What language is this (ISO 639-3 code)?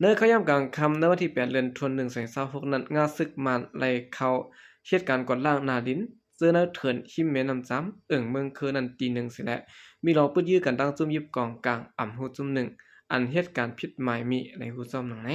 shn